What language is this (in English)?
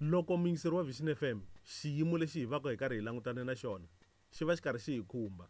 Tsonga